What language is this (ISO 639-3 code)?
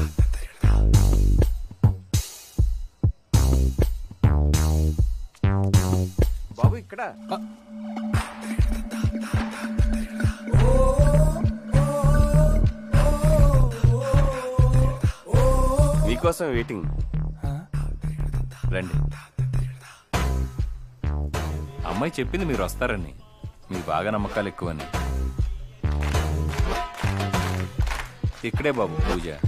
tel